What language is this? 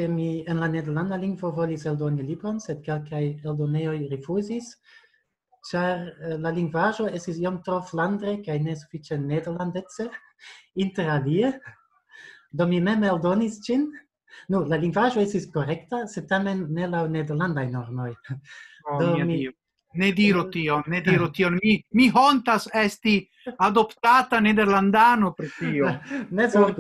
Esperanto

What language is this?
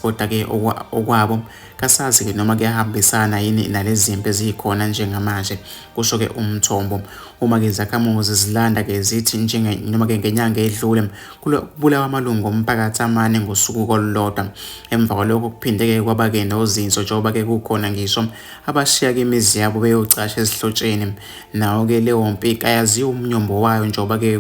Zulu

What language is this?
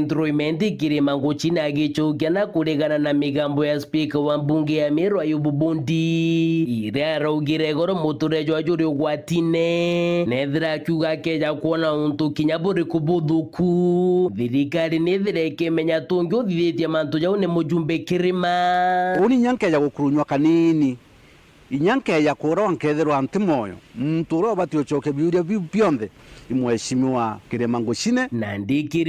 Meru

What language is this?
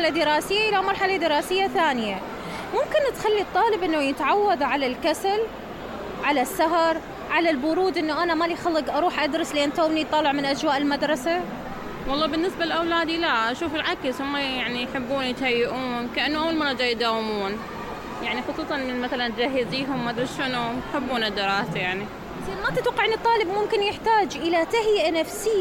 Mesopotamian Arabic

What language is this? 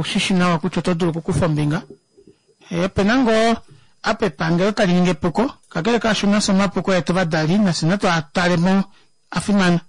Kuanyama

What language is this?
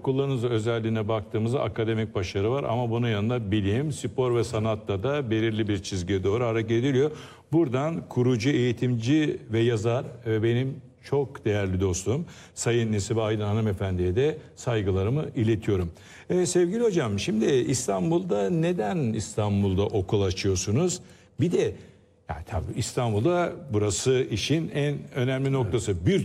Turkish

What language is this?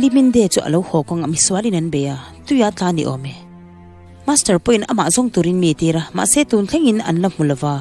Mizo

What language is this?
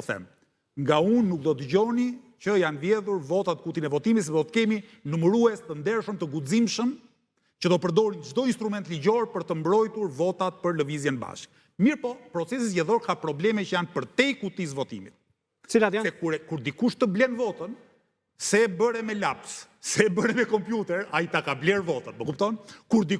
Albanian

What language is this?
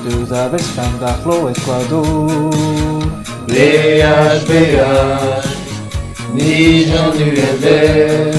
Breton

